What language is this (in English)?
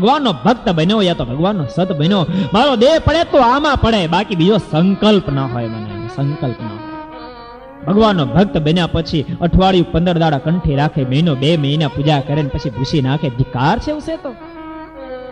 Gujarati